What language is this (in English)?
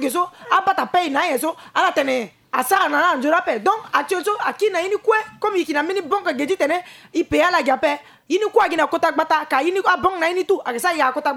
Sango